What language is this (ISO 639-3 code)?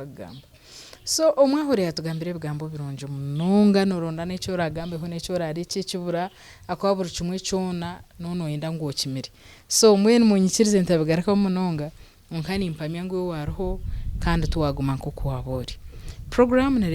nyn